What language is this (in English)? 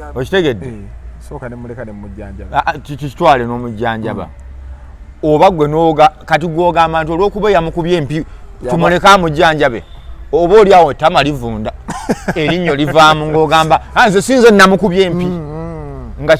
Ganda